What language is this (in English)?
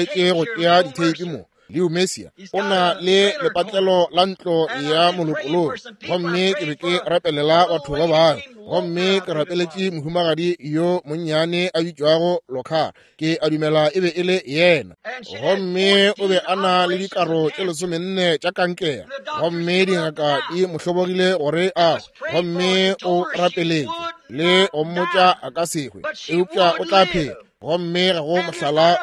Northern Sotho